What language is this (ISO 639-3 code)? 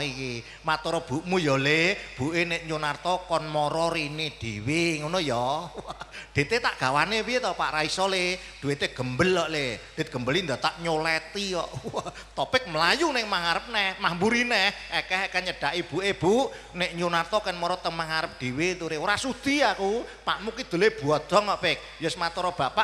jav